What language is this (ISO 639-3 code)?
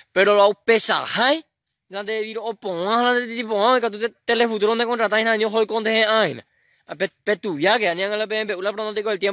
grn